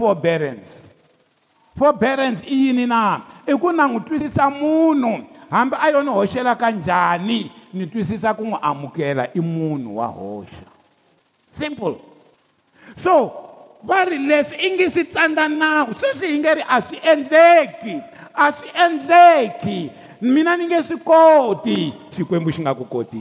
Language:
Tsonga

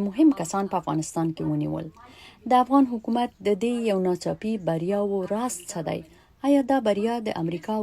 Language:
Pashto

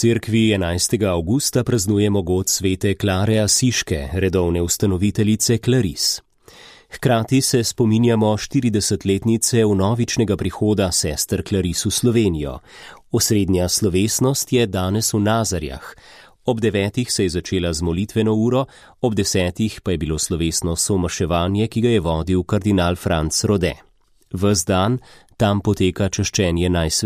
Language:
Slovenian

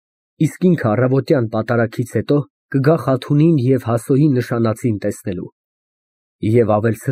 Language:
Armenian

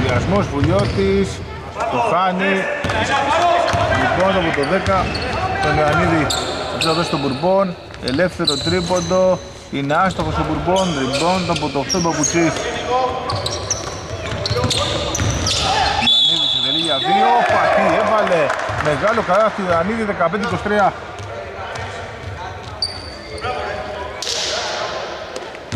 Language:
Greek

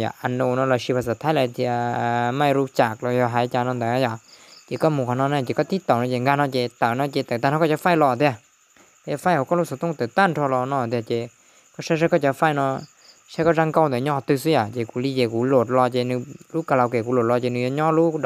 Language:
Hmong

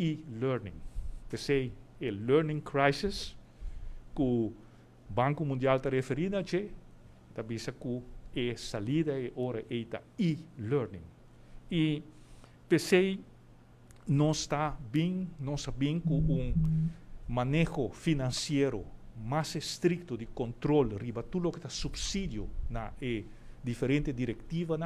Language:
Papiamento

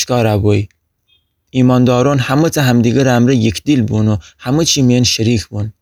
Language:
Gilaki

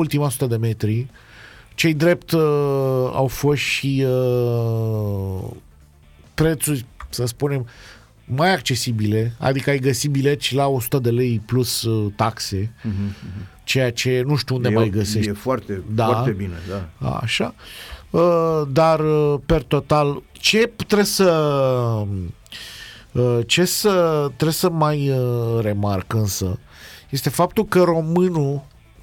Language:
Romanian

